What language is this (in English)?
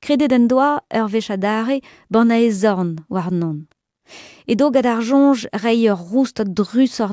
Breton